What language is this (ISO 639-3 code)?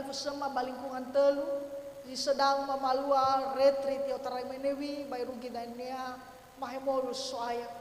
nia